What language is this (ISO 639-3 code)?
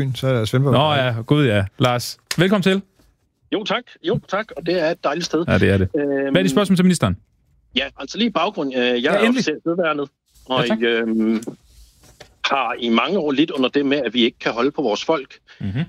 dan